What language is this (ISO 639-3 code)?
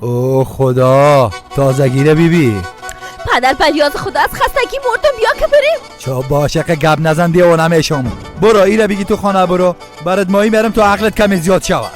fas